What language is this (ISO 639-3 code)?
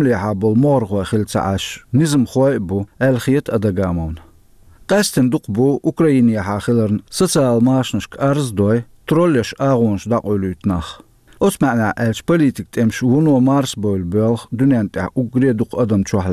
che